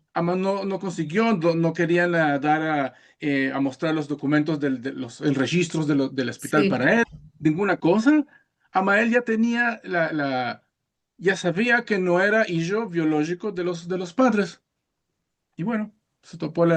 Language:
Ladino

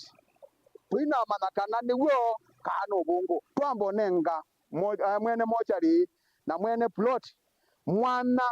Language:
Kamba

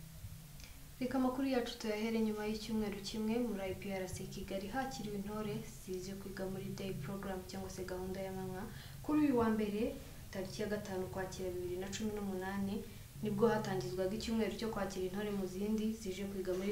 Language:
Kinyarwanda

